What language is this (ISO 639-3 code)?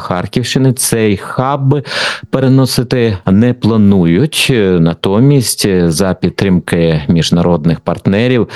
ukr